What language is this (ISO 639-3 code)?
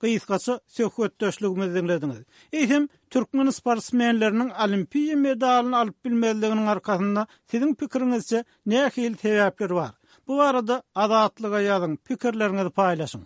tuk